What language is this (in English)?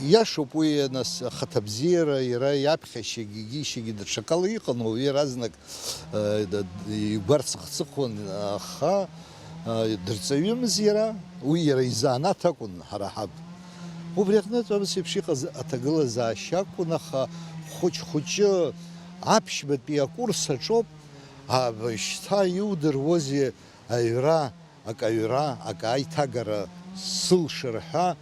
Abkhazian